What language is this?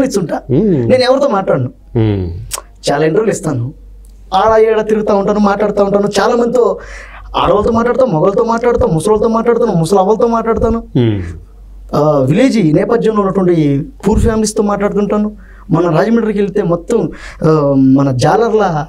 Telugu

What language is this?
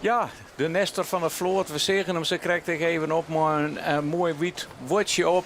Western Frisian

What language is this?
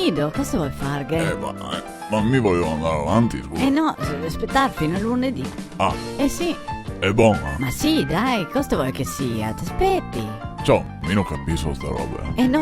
Venetian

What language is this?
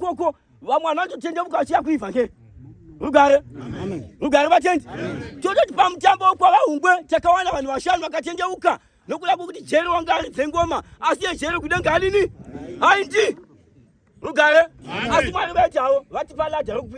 Shona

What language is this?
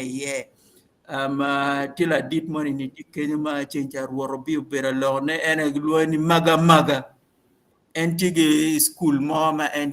Acoli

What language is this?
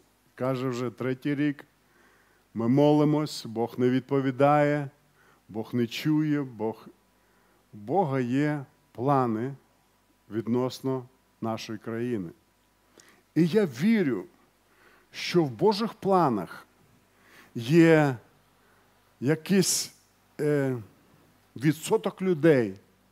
Ukrainian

